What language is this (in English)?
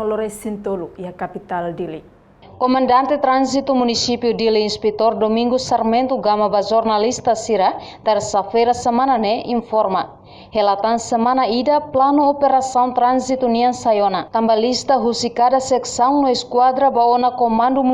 Tetum